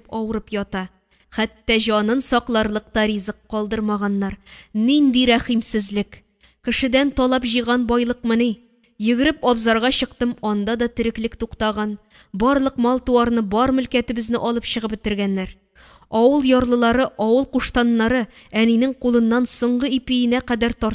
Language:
Tatar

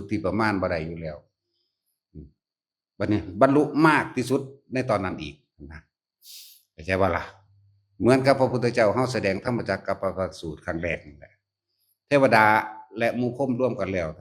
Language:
Northeastern Thai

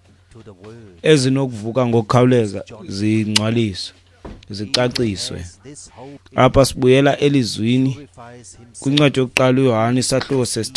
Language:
Xhosa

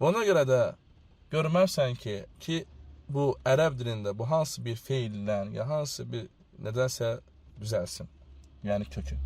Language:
Azerbaijani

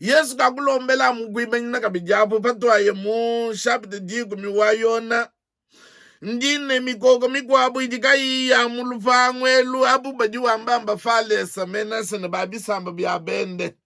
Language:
Luba-Lulua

